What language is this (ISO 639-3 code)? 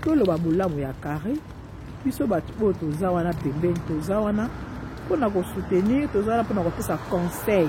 lin